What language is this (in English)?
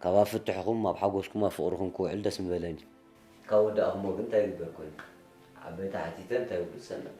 Tigrinya